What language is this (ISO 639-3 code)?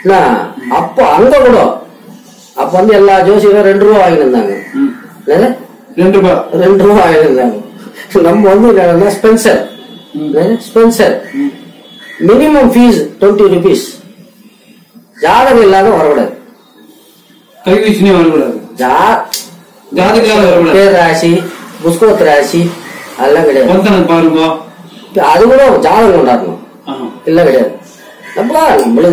tam